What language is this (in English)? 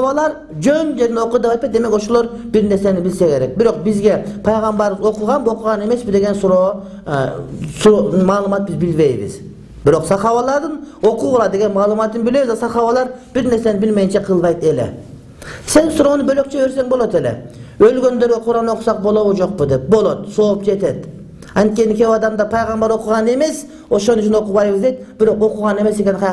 Kyrgyz